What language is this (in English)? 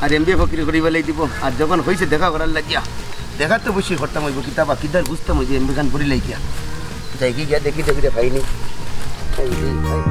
Sylheti